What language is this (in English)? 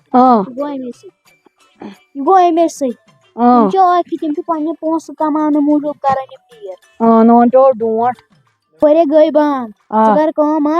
Kashmiri